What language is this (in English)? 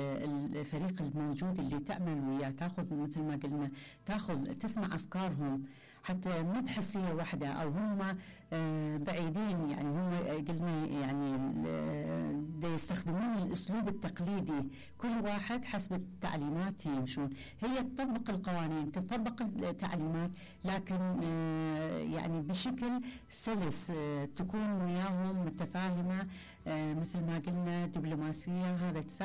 Mesopotamian Arabic